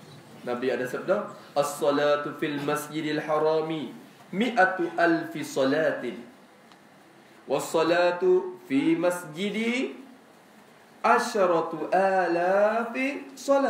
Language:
Malay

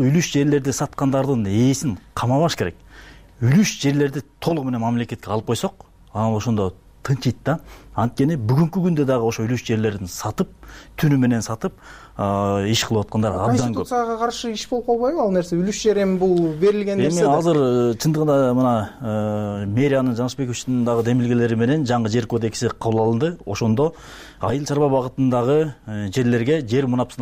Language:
Kyrgyz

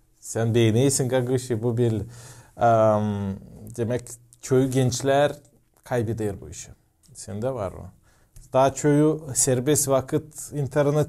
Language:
Gagauz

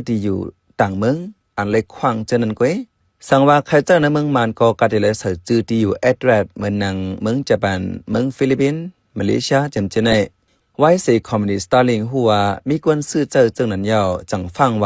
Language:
Shan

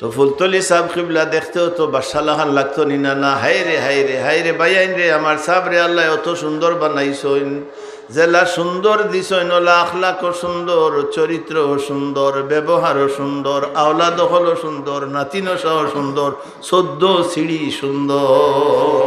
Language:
Sylheti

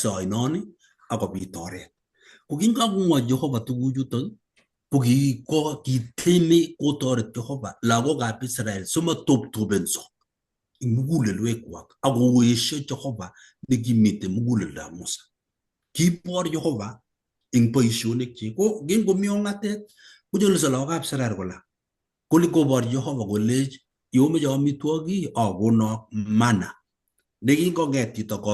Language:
Kalenjin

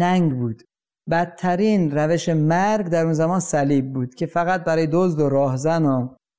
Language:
Persian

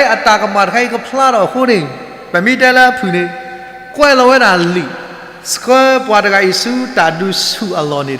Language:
S'gaw Karen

